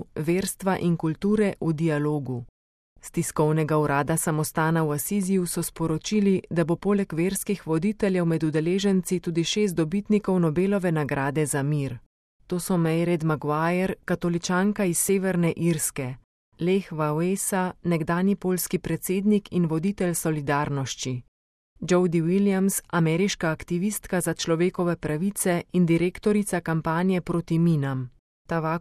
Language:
Slovenian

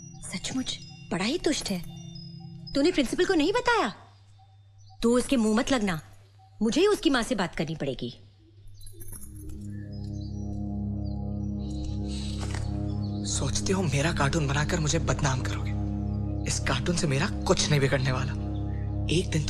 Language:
Hindi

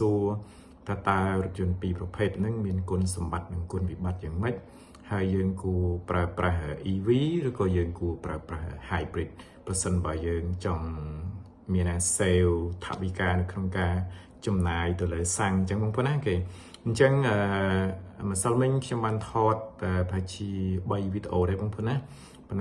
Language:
Khmer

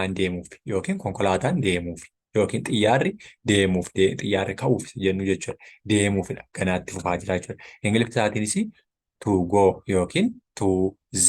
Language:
Oromo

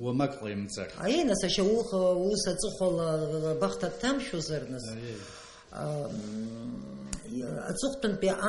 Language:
Abkhazian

